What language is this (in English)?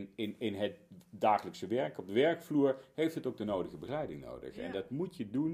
Dutch